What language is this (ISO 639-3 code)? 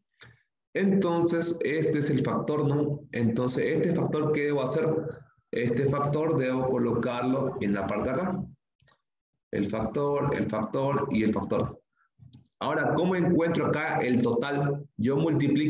spa